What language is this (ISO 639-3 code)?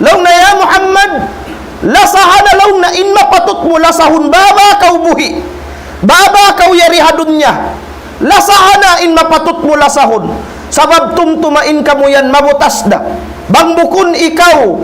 tsg